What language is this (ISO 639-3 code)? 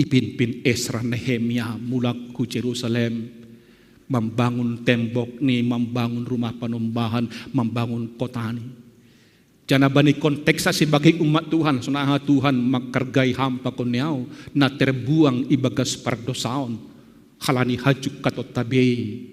bts